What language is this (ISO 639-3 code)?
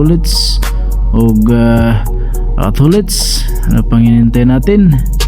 ceb